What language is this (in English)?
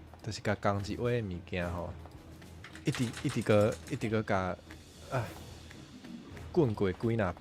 Min Nan Chinese